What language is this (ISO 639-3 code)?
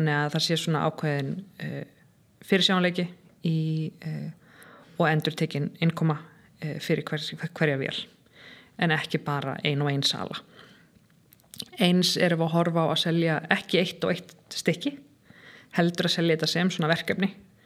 isl